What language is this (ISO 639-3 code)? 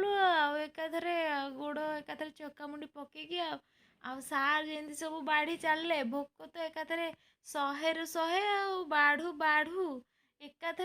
ori